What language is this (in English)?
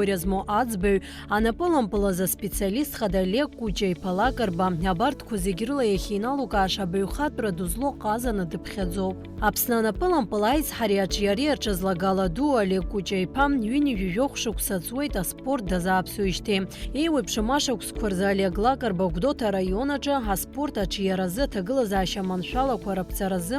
Abkhazian